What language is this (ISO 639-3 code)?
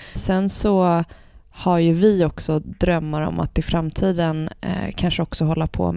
swe